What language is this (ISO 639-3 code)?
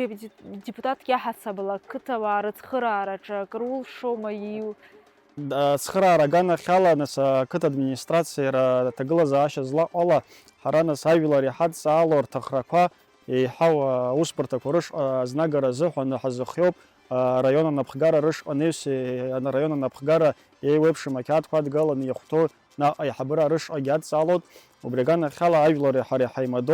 abk